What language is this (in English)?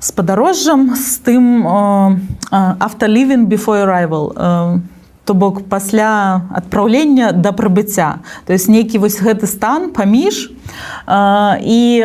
Belarusian